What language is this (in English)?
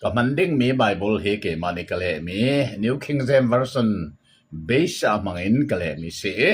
Hakha Chin